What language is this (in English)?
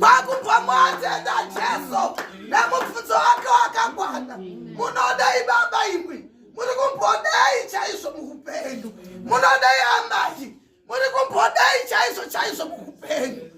Shona